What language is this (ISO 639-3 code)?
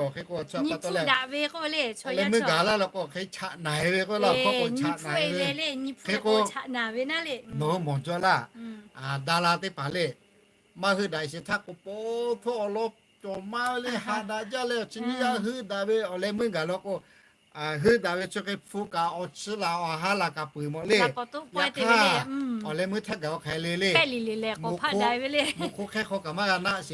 lhu